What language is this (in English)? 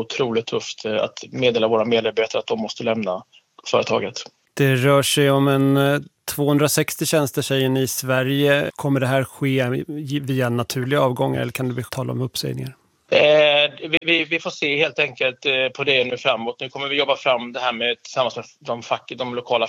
Swedish